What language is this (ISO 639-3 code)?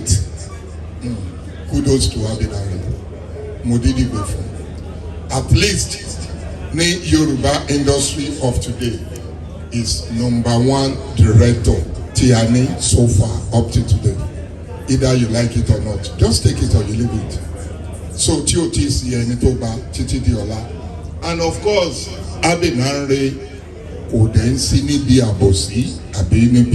yor